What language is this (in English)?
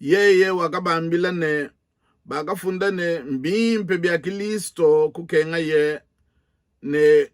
Luba-Lulua